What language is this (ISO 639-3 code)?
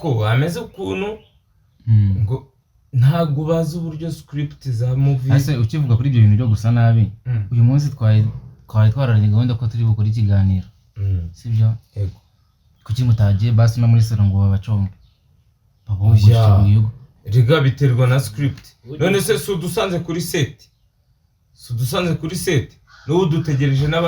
kin